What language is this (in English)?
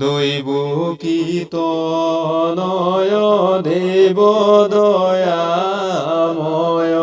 Assamese